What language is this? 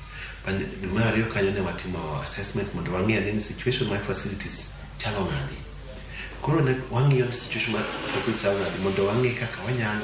Luo (Kenya and Tanzania)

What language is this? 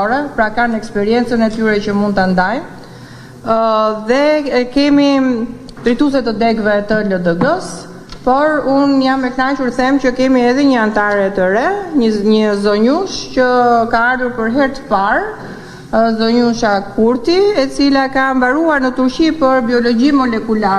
Albanian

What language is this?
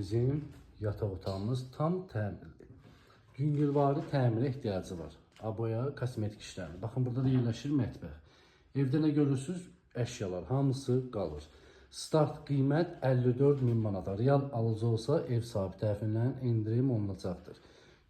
Azerbaijani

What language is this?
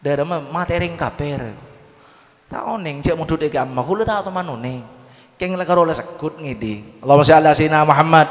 Madurese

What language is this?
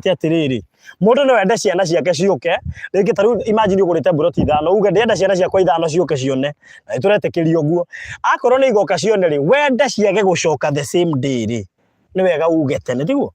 Kikuyu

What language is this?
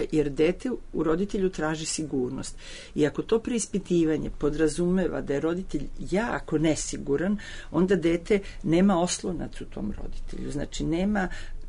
Serbian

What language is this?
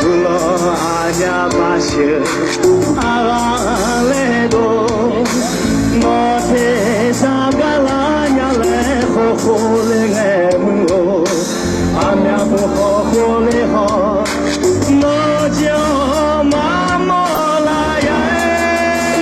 Akha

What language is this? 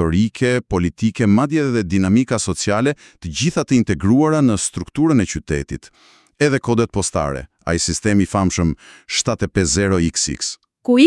Albanian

